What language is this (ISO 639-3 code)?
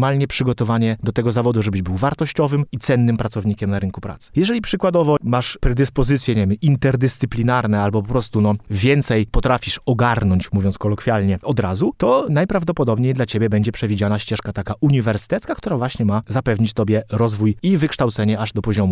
pol